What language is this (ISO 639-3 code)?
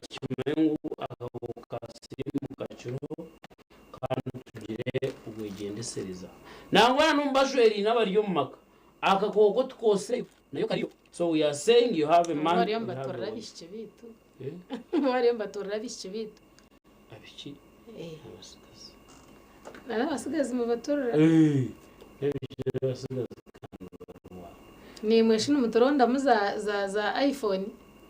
nyn